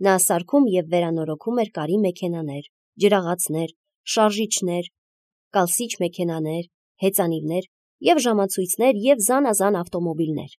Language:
Armenian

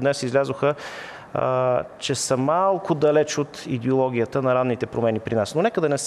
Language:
Bulgarian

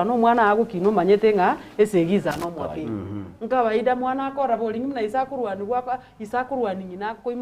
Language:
Gusii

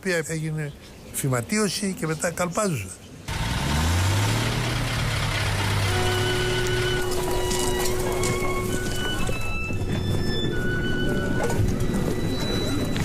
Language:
Greek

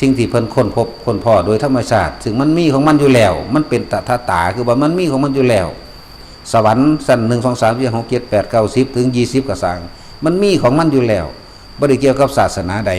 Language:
Northeastern Thai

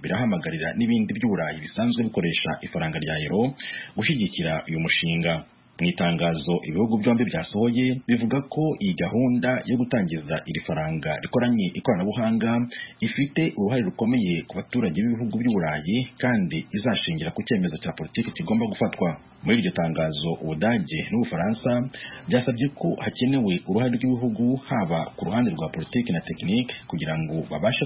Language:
Kinyarwanda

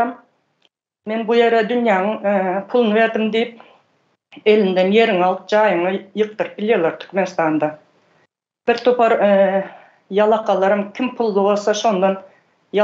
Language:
Turkmen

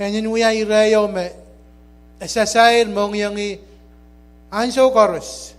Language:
Pohnpeian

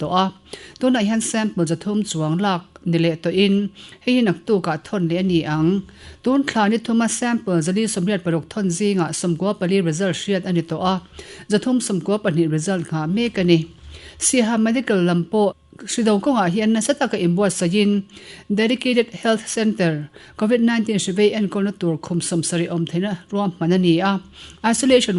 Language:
Mizo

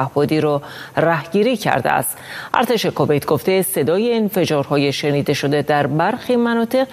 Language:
Persian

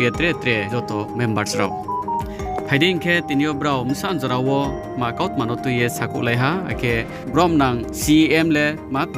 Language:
Riang (India)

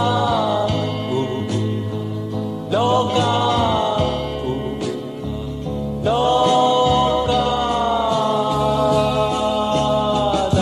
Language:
Burmese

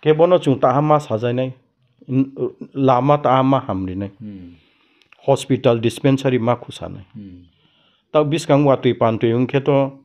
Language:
Riang (India)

